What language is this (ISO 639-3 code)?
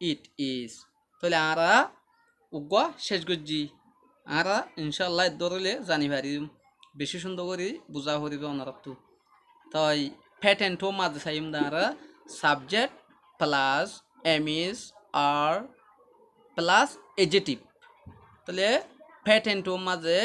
rhg